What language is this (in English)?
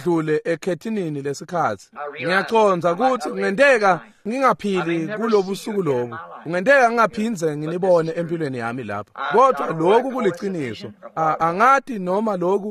Swati